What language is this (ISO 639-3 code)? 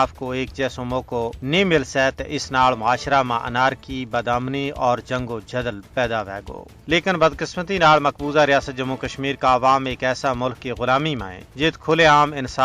gju